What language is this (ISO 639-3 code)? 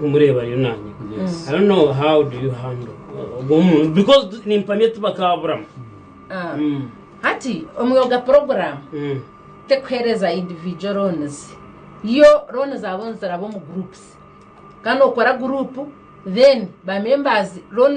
nyn